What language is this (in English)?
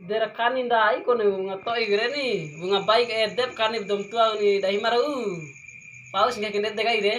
Bima